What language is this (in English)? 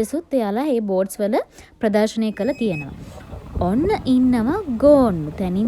Sinhala